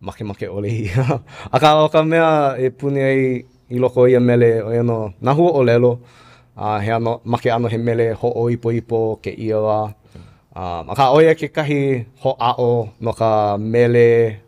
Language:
Hawaiian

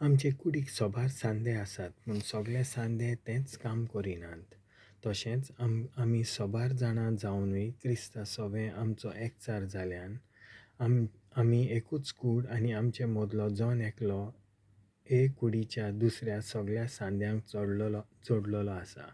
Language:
Konkani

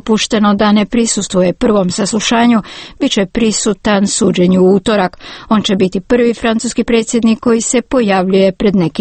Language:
Croatian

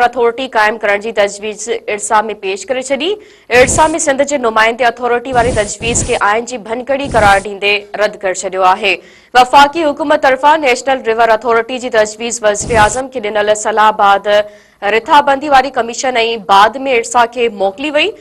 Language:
Sindhi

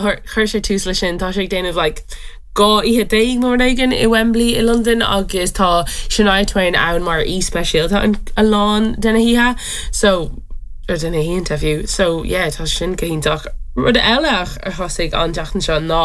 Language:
Irish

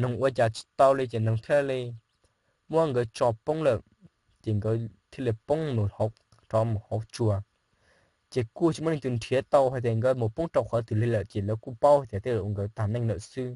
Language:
Hmong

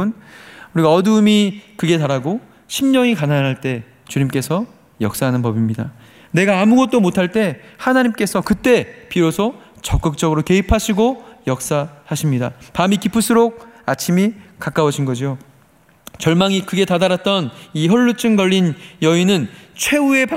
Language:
Korean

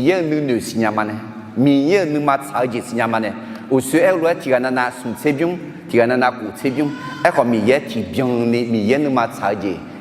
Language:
Akha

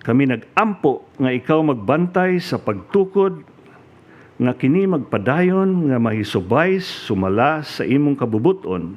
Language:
Cebuano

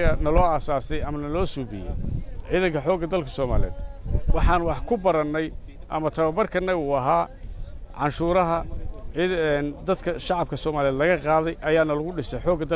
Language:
Somali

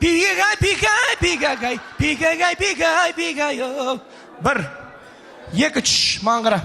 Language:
Kazakh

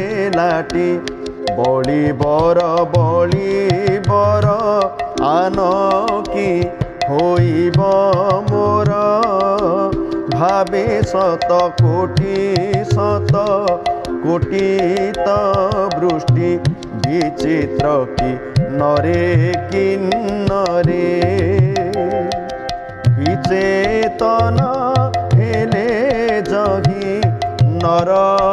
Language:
Odia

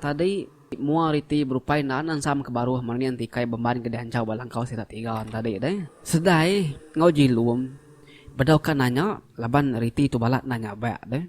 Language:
Iban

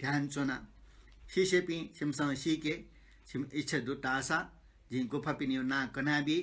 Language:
Newari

